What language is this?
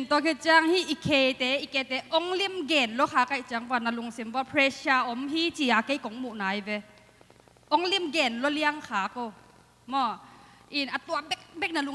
Tedim Chin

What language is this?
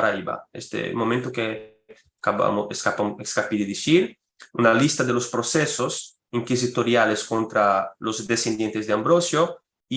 Ladino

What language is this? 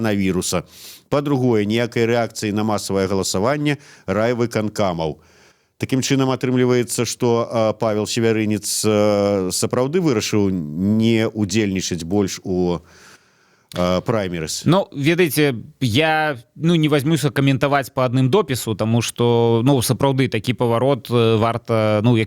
Belarusian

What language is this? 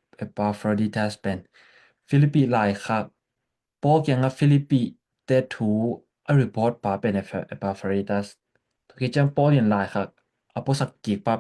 Tedim Chin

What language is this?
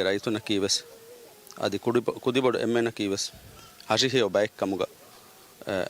Divehi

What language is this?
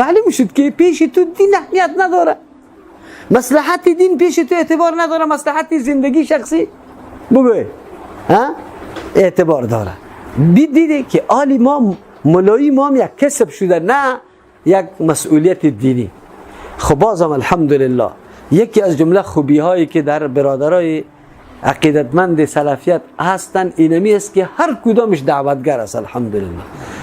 Persian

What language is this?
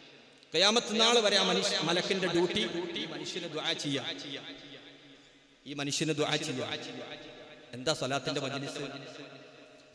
Malayalam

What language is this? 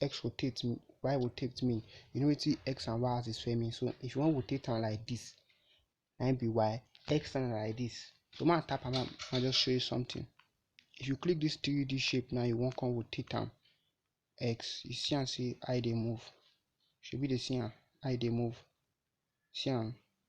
Nigerian Pidgin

